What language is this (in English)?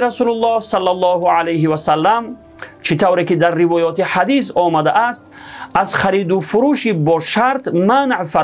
Tajik